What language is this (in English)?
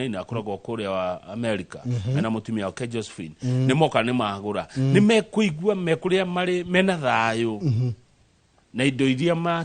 Kikuyu